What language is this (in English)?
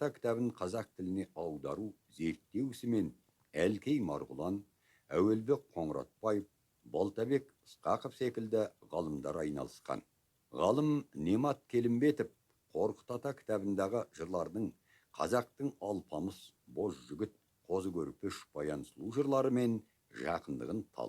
Kazakh